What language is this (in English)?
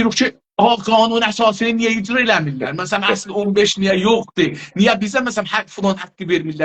South Azerbaijani